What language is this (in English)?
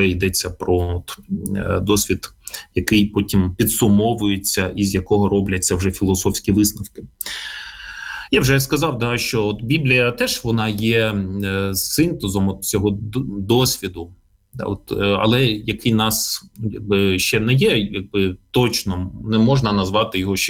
Ukrainian